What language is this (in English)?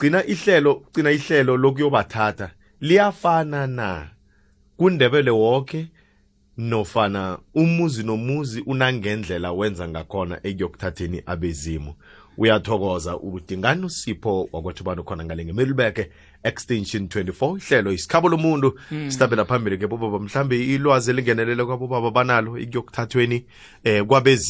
South Ndebele